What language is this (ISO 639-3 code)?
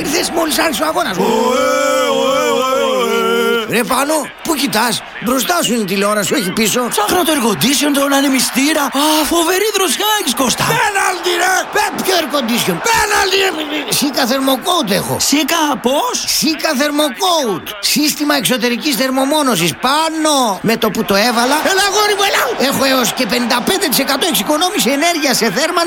ell